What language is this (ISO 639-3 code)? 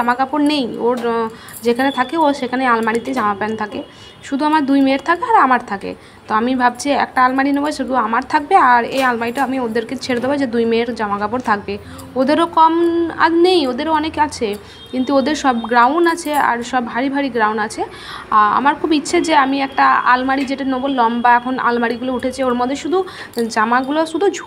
ben